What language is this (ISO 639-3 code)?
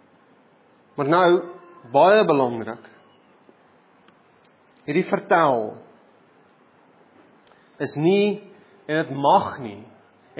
afr